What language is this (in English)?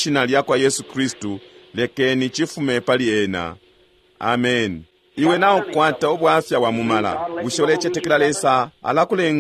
Bemba